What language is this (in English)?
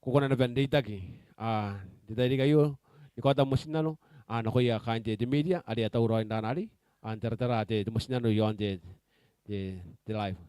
Gilbertese